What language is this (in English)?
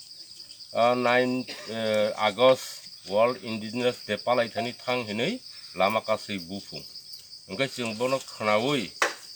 Kok Borok